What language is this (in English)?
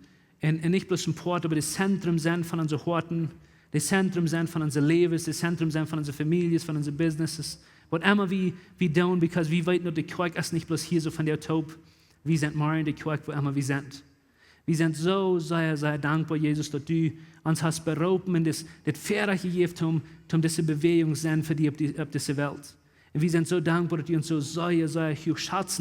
Plautdietsch